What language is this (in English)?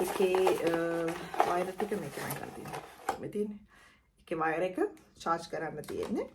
Sinhala